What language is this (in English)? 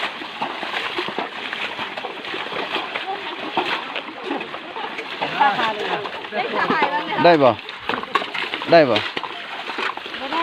Lao